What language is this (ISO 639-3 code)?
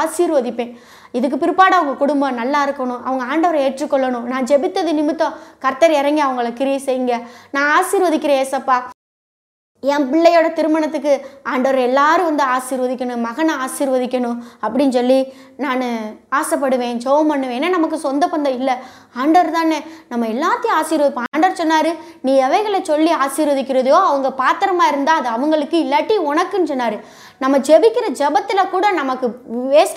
tam